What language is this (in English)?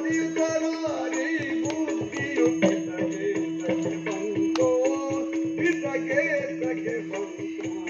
Kannada